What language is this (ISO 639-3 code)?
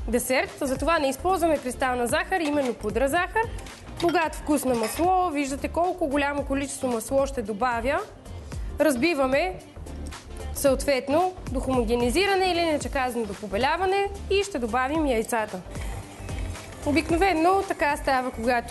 bul